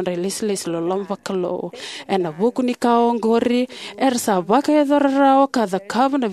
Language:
Fijian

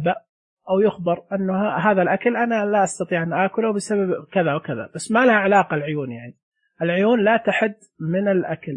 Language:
Najdi Arabic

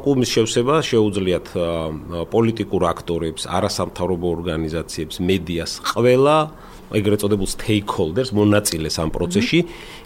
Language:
Georgian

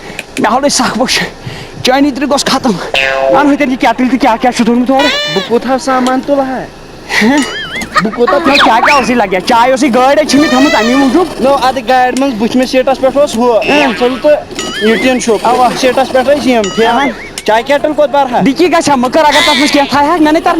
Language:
Kashmiri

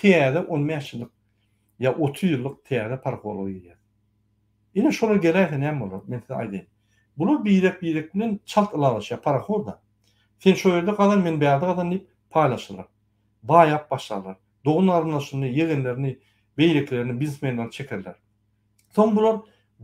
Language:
Turkmen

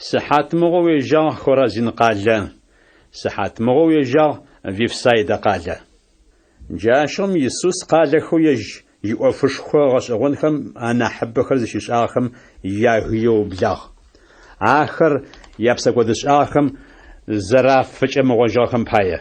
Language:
Adyghe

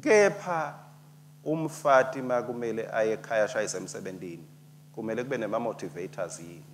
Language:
Swati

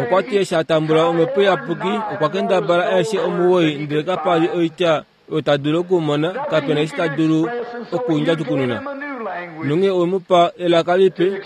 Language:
Kuanyama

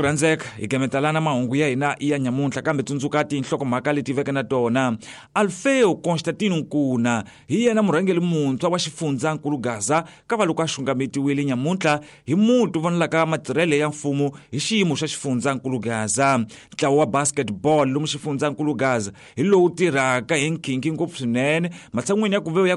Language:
Tsonga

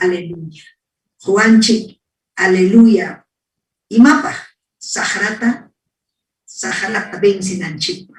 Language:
Ayacucho Quechua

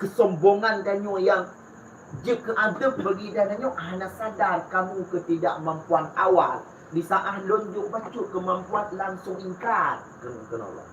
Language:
Achinese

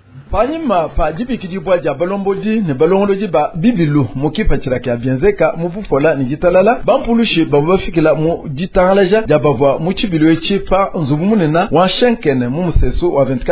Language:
Luba-Lulua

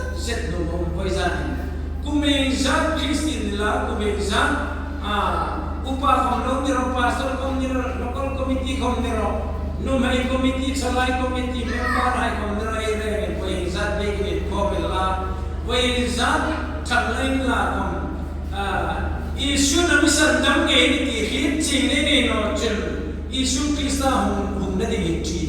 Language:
Hmar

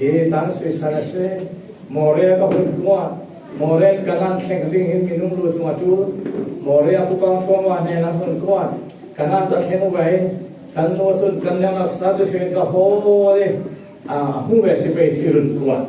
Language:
Falam Chin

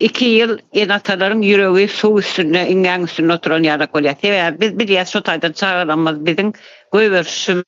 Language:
Turkmen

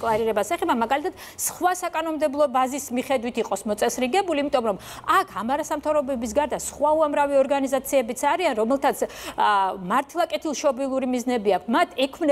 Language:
Georgian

